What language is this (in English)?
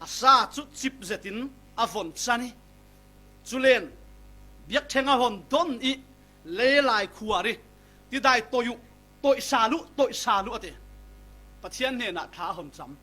Falam Chin